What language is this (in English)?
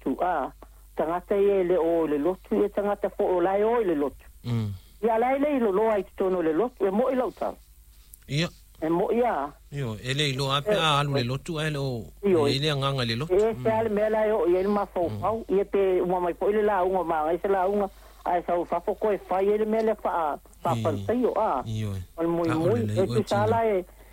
Samoan